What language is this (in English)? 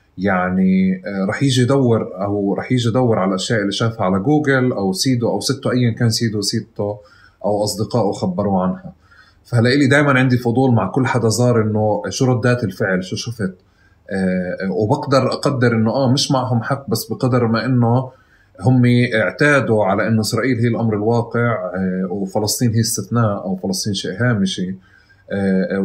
North Levantine Arabic